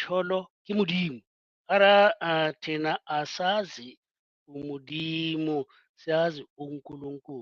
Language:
Southern Sotho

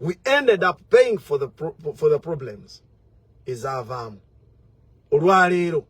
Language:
Ganda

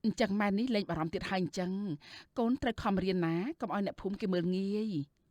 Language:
Khmer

